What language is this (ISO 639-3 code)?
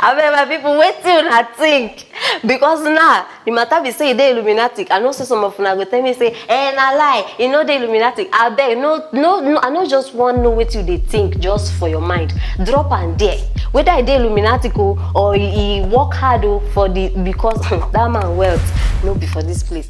pcm